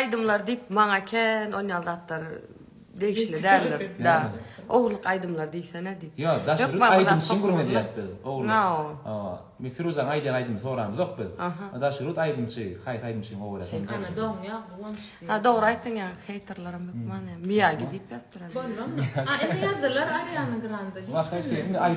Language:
Turkmen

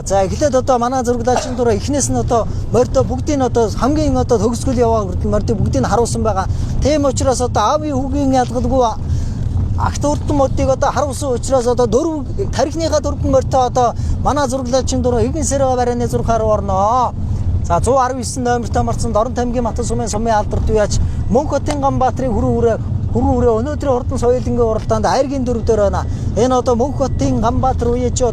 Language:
Mongolian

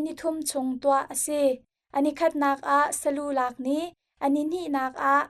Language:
Hakha Chin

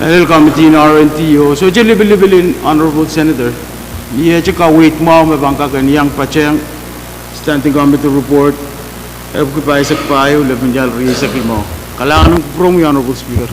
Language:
Pohnpeian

